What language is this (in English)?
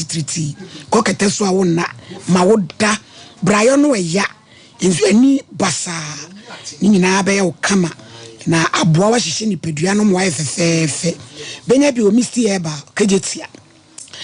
Akan